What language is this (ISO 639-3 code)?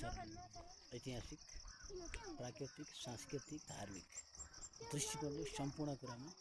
nep